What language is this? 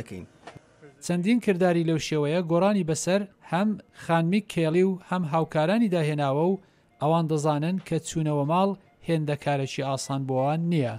Central Kurdish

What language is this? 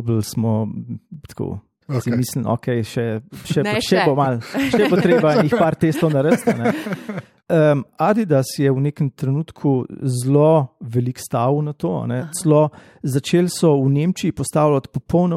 Slovenian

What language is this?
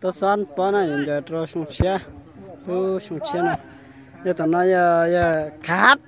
Hmong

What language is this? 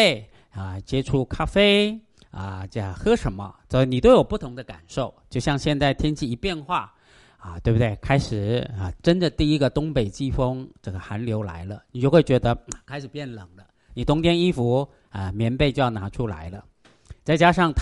Chinese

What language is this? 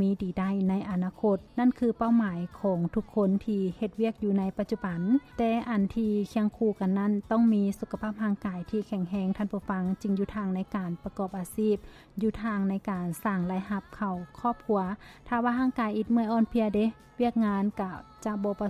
Lao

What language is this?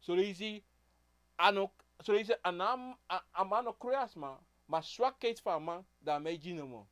Sranan Tongo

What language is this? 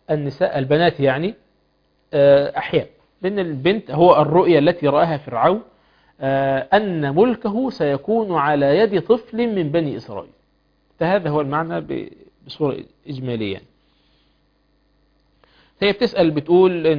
Arabic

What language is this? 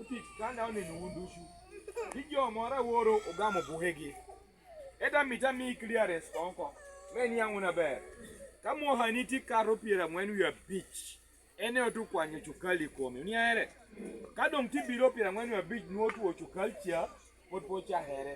Lango (Uganda)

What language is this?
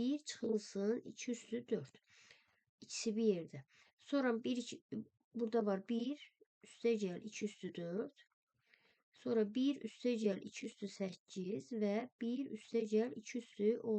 Azerbaijani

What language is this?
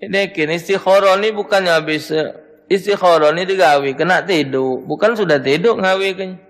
Musi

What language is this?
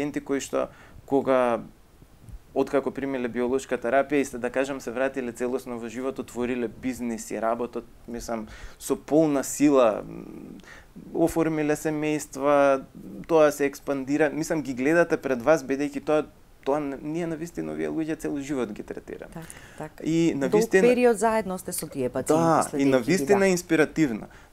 Macedonian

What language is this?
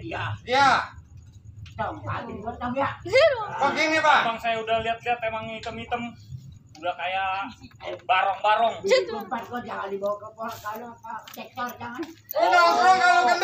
Betawi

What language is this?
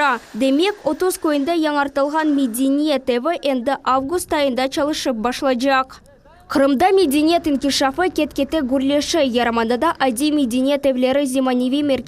Crimean Tatar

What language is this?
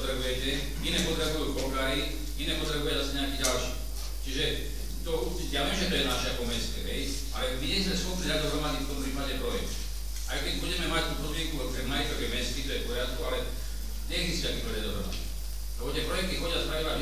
Slovak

